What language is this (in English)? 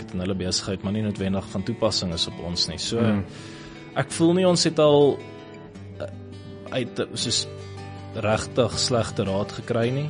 Afrikaans